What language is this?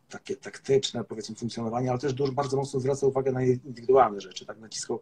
Polish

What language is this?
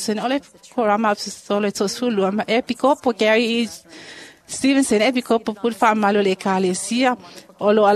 Samoan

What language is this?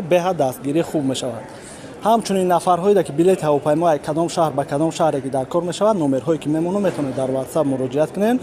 Tajik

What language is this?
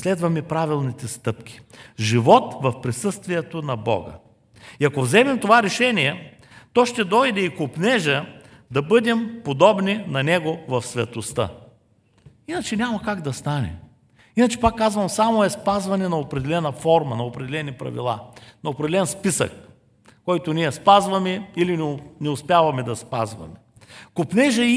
Bulgarian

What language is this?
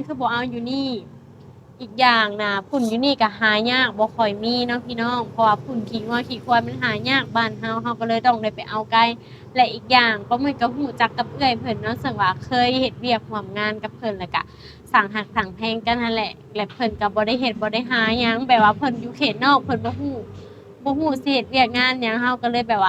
Lao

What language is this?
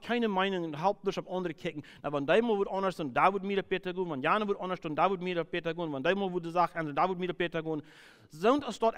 Plautdietsch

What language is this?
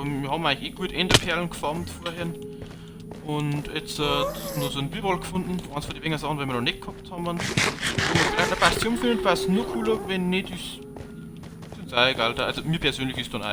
Bavarian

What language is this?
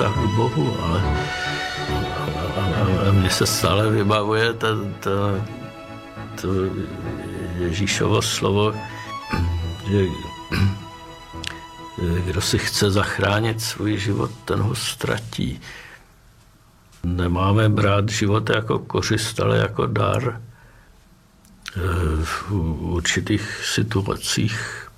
Czech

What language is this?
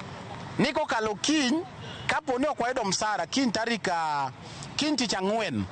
Luo (Kenya and Tanzania)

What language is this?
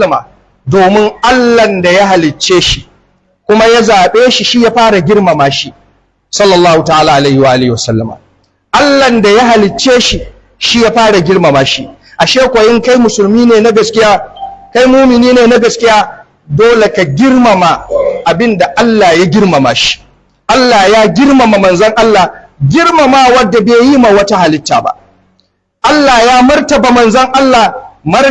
Hausa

